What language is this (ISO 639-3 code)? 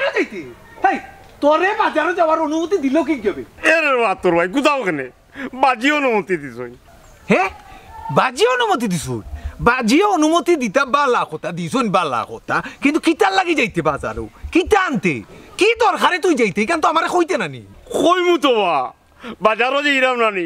syl